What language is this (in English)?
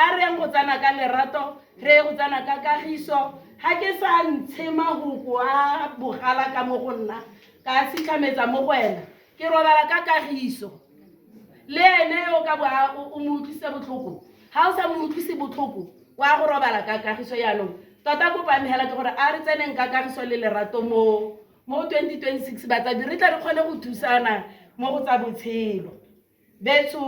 Tswana